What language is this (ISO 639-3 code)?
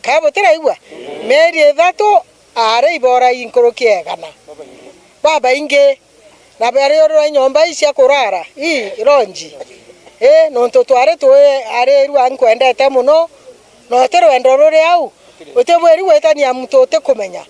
mer